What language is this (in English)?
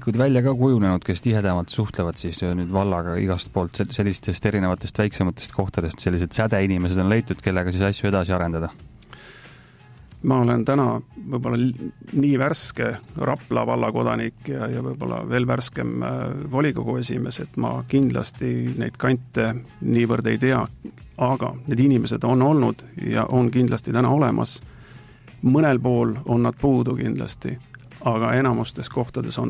Estonian